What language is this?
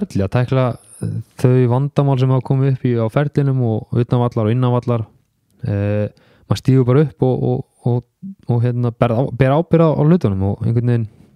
Icelandic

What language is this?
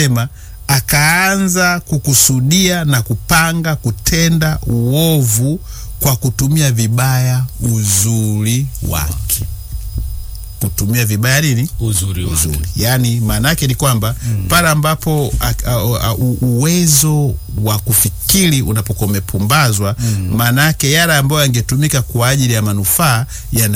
Swahili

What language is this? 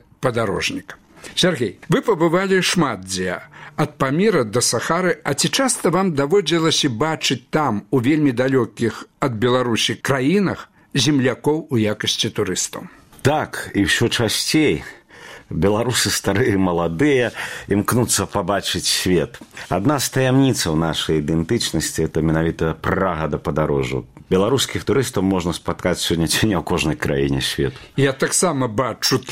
Belarusian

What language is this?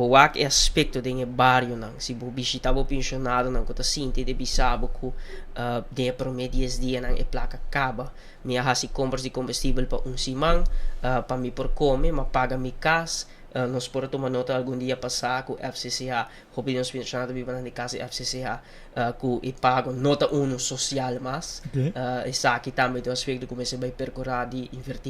Papiamento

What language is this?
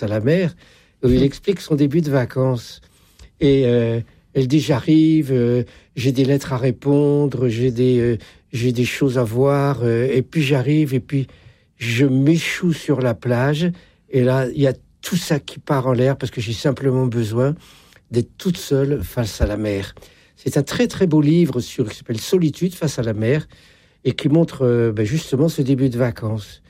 French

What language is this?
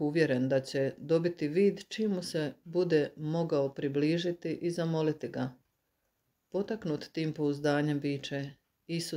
Croatian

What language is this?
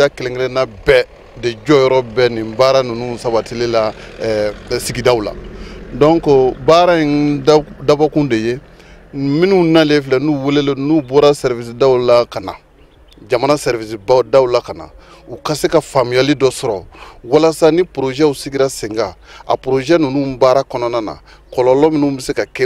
Bambara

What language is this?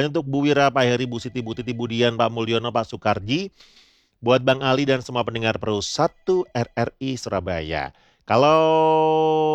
Indonesian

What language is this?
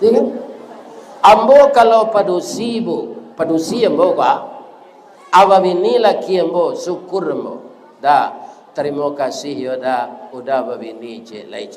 Minangkabau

